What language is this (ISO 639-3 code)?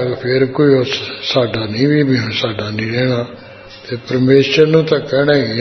pan